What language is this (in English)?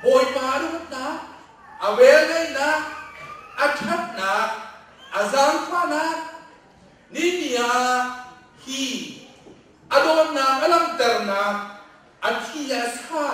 Hakha Chin